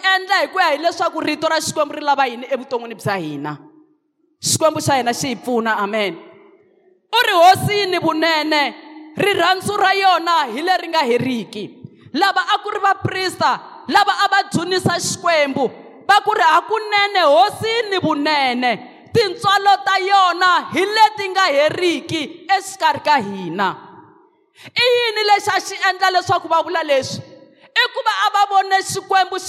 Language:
Tsonga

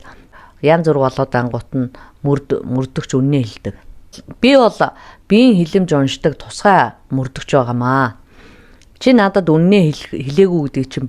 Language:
Mongolian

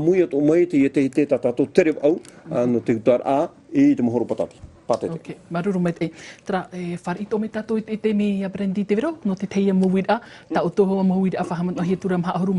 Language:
Tahitian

